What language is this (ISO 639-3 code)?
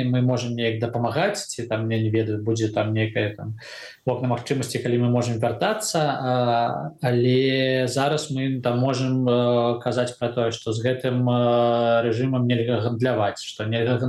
bel